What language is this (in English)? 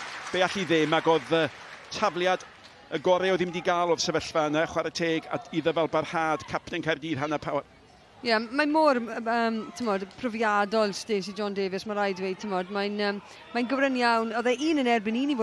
Welsh